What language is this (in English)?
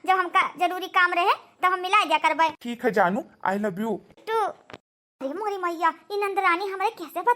Awadhi